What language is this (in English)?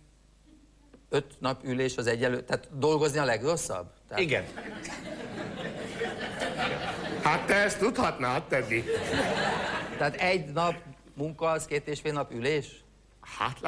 Hungarian